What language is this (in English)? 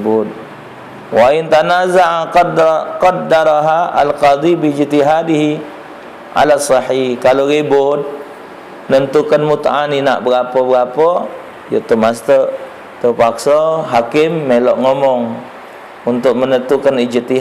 Musi